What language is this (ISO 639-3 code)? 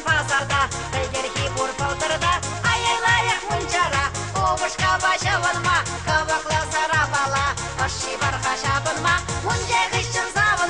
chv